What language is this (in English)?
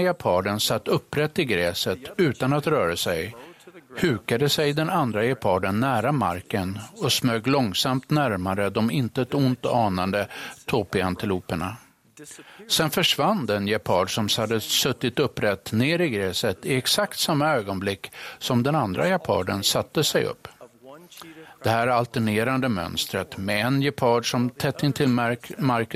Swedish